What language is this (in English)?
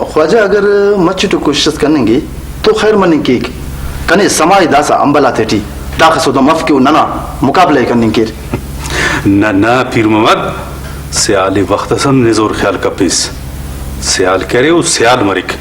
Brahui